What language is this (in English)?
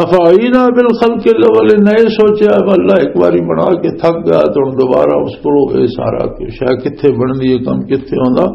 Western Panjabi